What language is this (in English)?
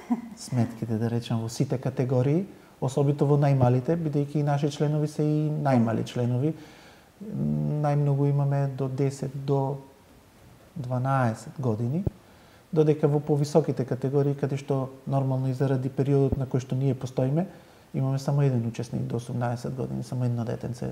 Macedonian